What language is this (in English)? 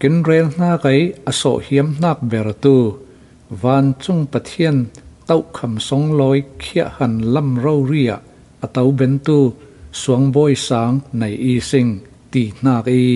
Falam Chin